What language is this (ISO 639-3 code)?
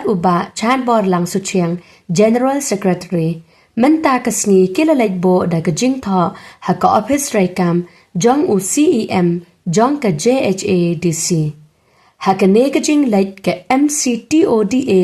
kha